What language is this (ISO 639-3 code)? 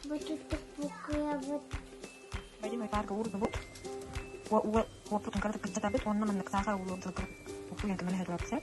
sah